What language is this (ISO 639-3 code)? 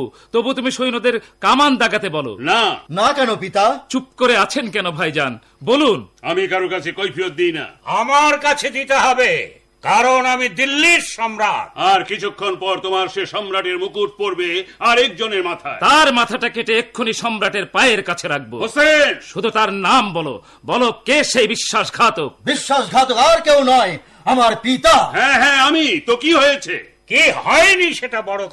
ben